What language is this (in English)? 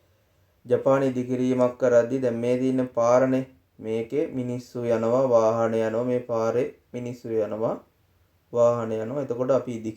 Sinhala